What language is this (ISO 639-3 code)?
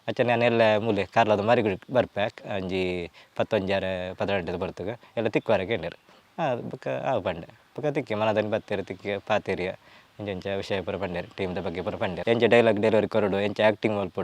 tcy